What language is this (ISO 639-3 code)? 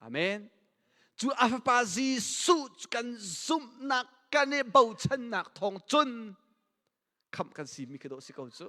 cnh